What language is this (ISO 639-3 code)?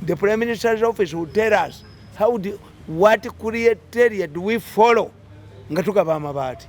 lug